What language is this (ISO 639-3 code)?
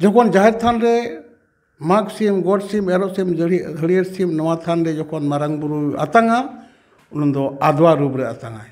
sat